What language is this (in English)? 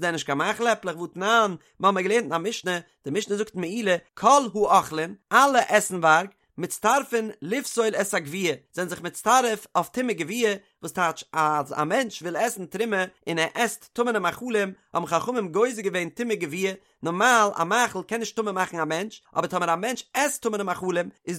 Yiddish